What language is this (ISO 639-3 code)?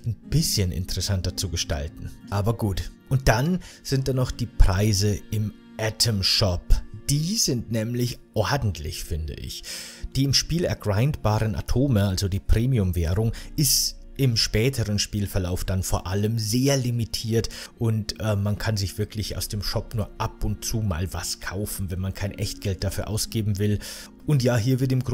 deu